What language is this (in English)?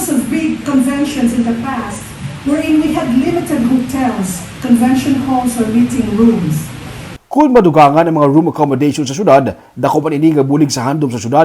Hiligaynon